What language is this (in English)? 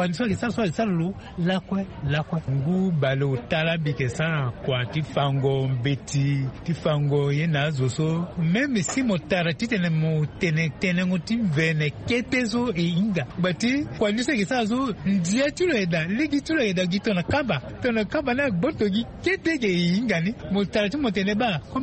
Sango